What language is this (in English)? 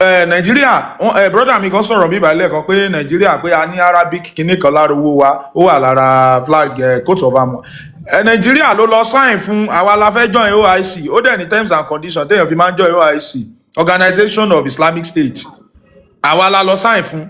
Yoruba